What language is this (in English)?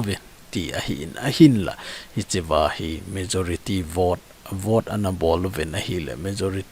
Thado Chin